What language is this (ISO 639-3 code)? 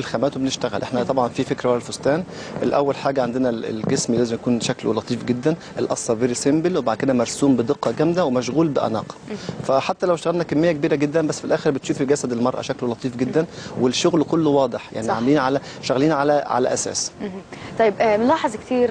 arz